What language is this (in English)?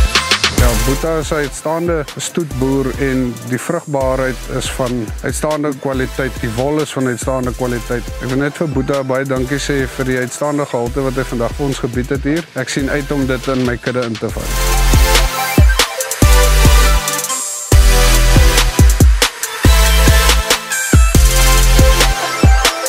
Afrikaans